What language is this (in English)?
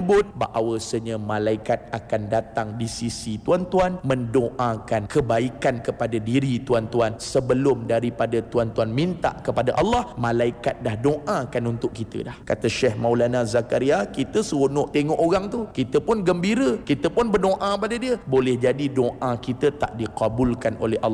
Malay